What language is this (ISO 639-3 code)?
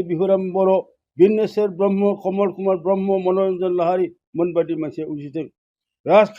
brx